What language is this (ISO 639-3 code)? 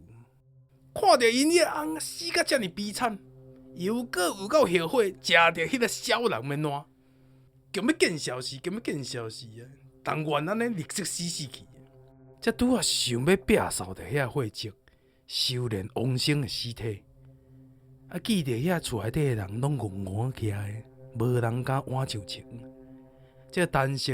nan